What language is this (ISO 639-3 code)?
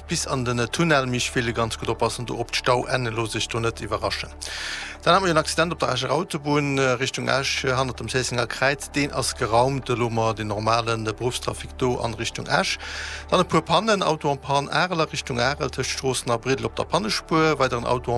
ltz